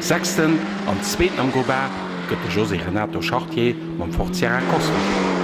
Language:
Luxembourgish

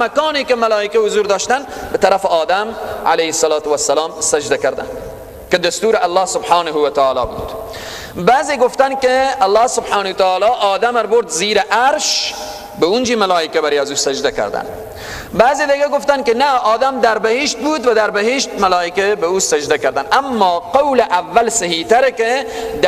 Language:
Persian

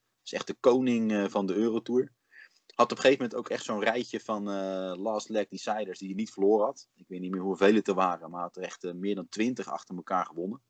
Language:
Dutch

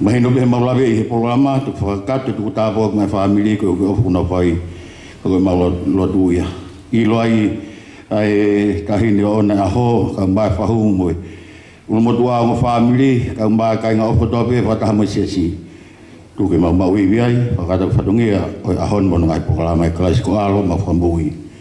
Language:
Tongan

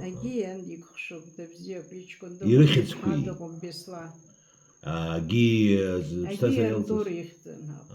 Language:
Abkhazian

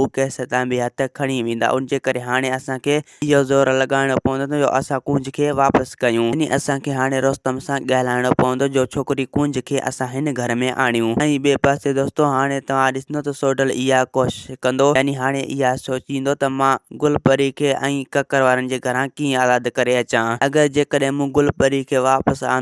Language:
Sindhi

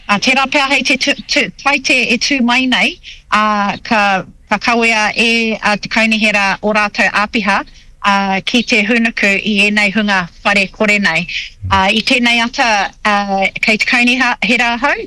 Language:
Māori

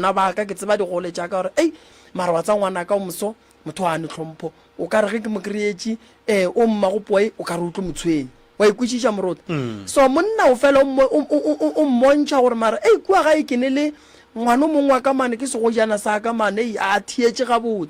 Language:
Northern Sotho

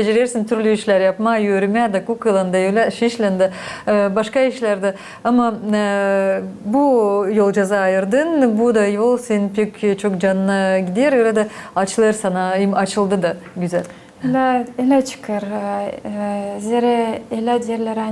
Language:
Gagauz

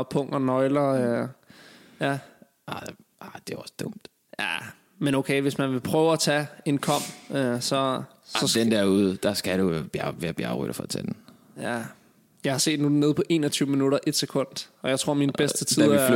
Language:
Danish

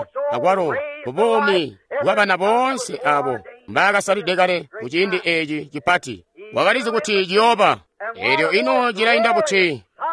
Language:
Tonga (Zambia)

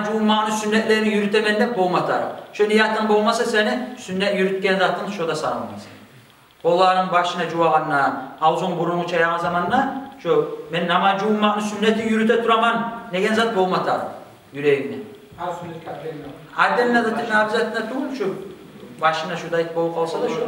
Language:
Kumyk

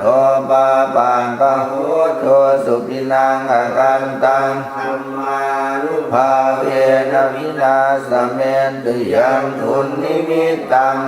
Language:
Pali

